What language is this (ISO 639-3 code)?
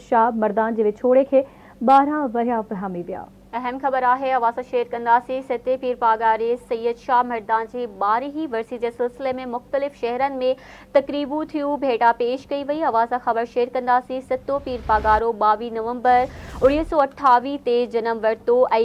snd